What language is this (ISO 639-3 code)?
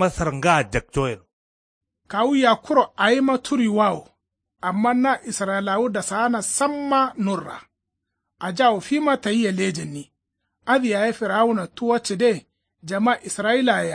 kau